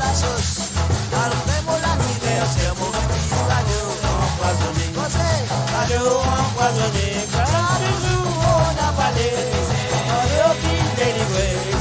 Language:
Morisyen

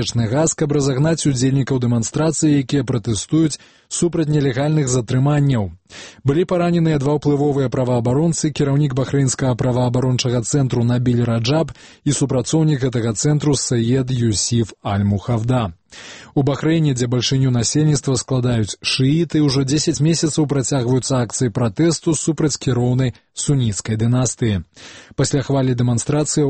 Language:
Belarusian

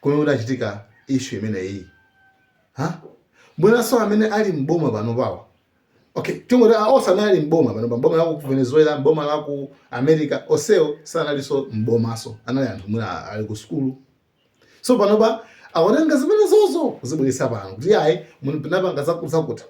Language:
Nyanja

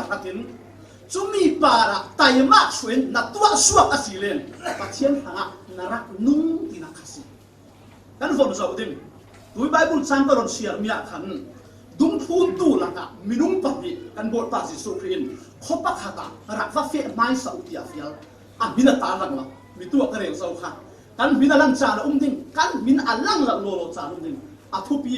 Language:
Falam Chin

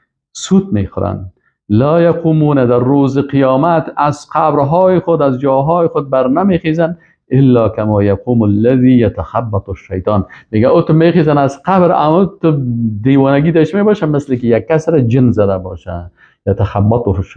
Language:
Persian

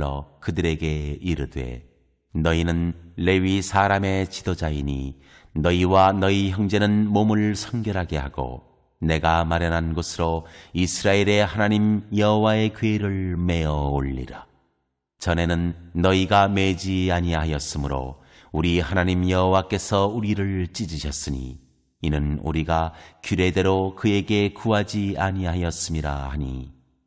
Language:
Korean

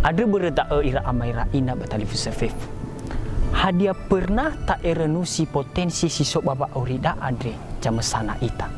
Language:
Nias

